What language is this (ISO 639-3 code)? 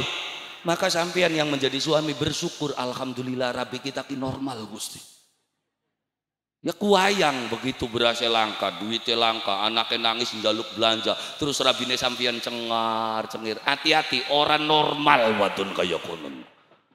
jav